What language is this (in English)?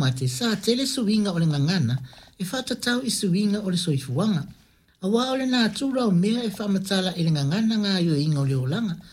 Samoan